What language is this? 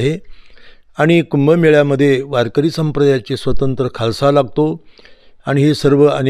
Marathi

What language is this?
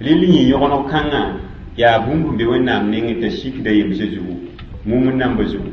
Mossi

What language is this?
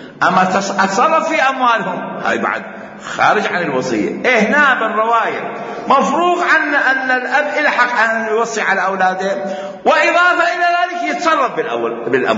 Mesopotamian Arabic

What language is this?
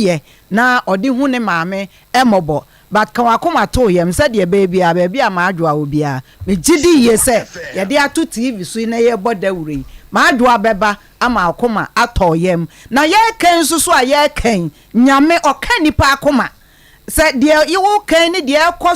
Akan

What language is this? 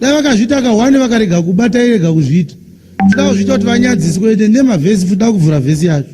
Shona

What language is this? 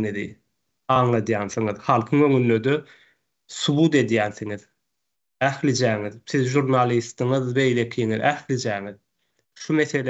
Turkmen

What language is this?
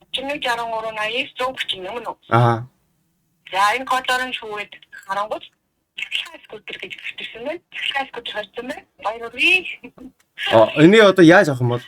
Mongolian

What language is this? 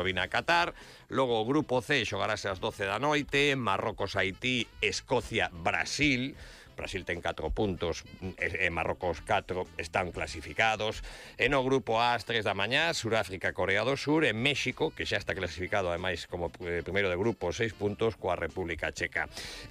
Galician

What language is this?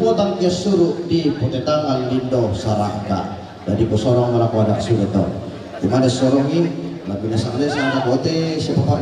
Toraja-Sa'dan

